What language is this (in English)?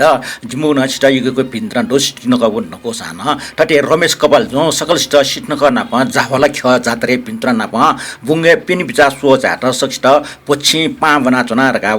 Newari